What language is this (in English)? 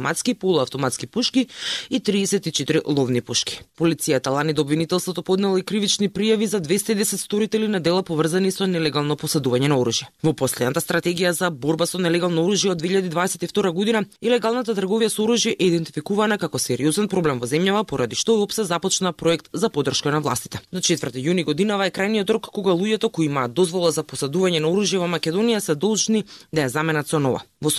Macedonian